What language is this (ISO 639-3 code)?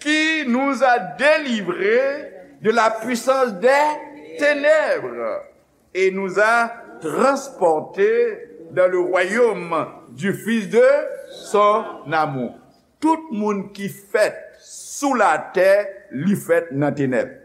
hat